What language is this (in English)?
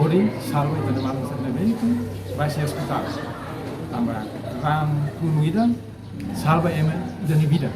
Tetum